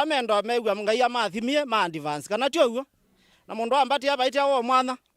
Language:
Kamba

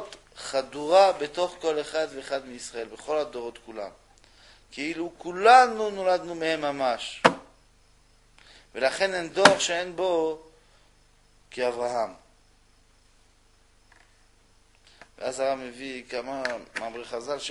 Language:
Hebrew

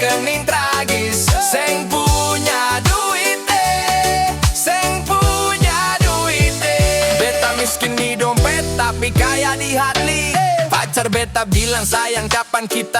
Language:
Ambonese Malay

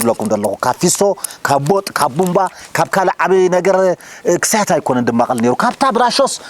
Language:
Tigrinya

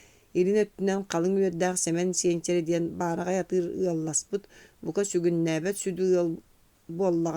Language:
Yakut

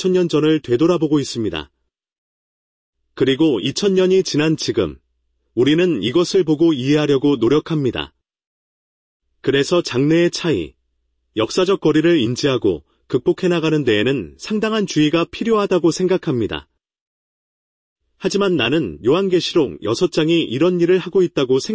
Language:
Korean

